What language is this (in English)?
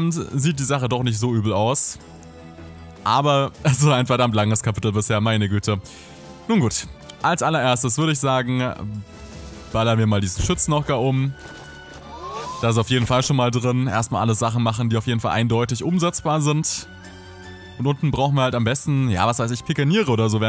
German